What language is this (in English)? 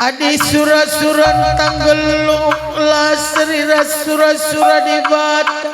Batak Karo